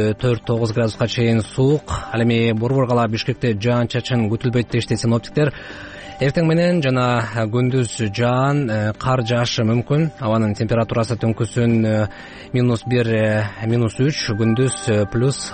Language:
Kyrgyz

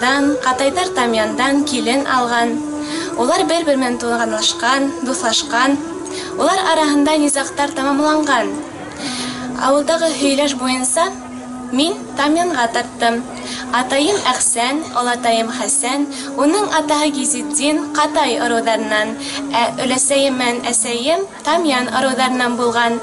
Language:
Bashkir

